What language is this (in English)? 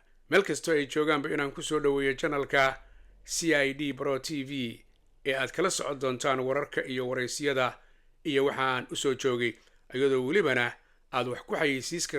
Somali